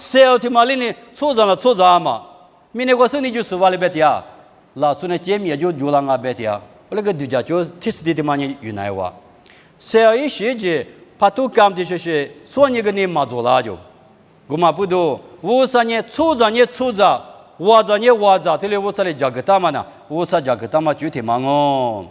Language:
Lisu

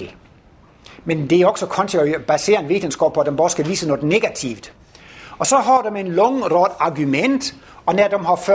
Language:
Danish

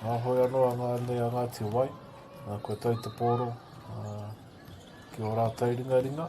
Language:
Māori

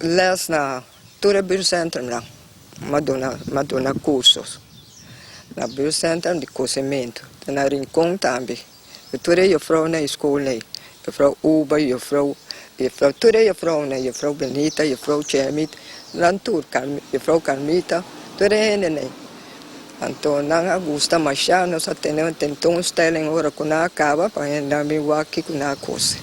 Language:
Papiamento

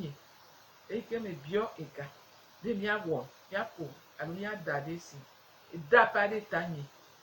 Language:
Gen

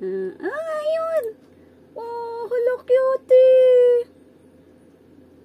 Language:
Filipino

